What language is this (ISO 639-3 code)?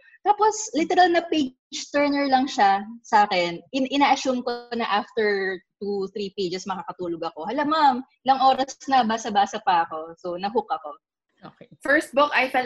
fil